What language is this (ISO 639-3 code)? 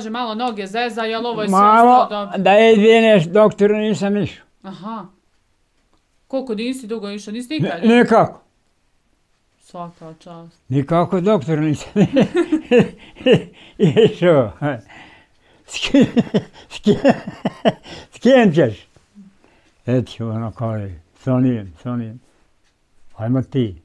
bos